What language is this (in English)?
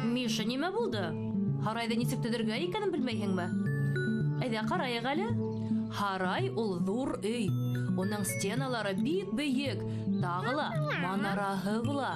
Bashkir